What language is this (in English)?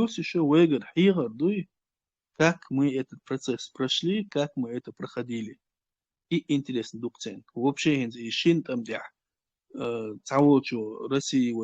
Chechen